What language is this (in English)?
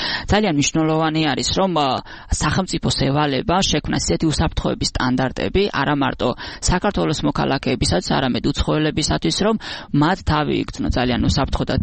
Georgian